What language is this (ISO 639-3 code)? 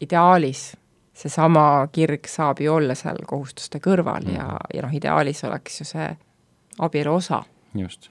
est